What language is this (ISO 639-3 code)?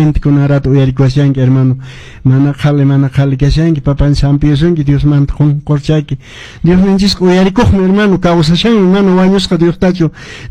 que